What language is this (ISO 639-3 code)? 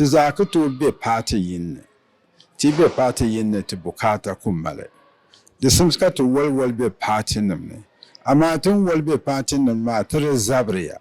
dag